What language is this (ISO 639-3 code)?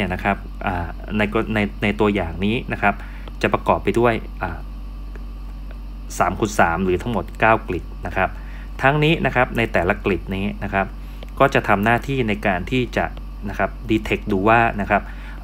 tha